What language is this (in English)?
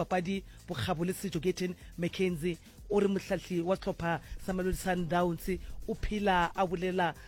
Northern Sotho